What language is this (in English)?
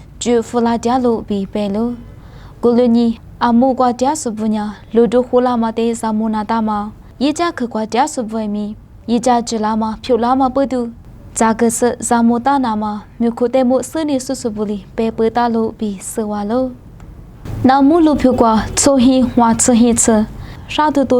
Lisu